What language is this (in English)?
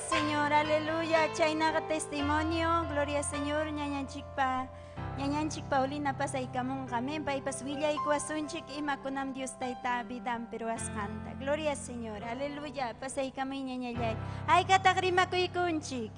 Ayacucho Quechua